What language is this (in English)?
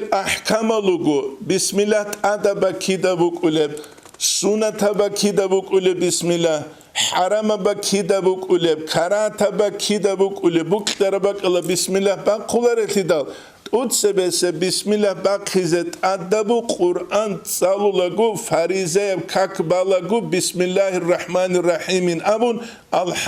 Avaric